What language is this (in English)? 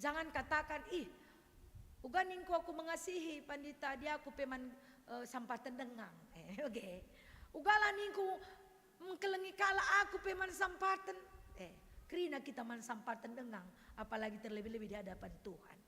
Batak Karo